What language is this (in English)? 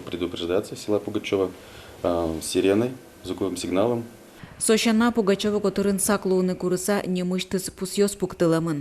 Udmurt